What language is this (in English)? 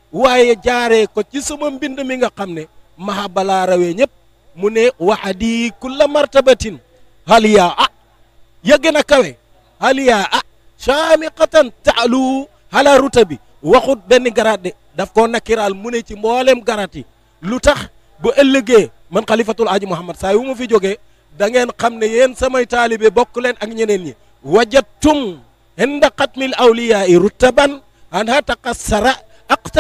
Wolof